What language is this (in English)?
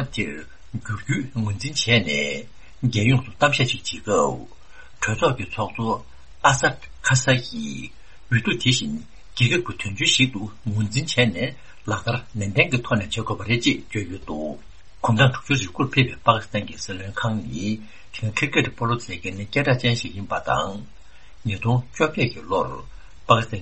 Tibetan